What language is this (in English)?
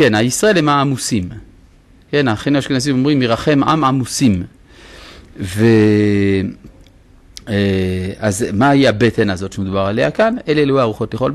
Hebrew